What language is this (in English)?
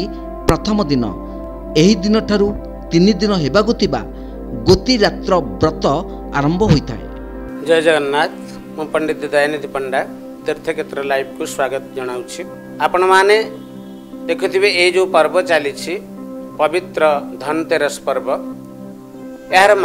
Odia